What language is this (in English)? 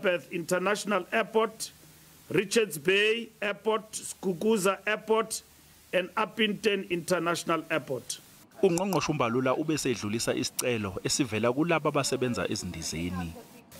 Zulu